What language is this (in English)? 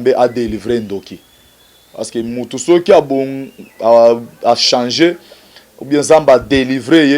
Lingala